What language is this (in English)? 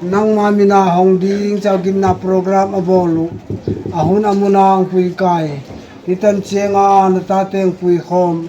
Tedim Chin